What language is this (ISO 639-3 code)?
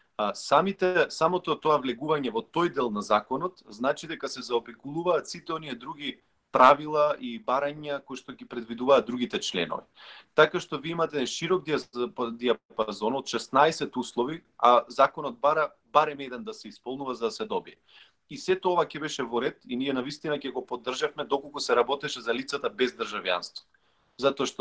mkd